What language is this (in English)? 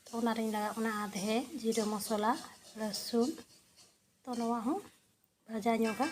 Santali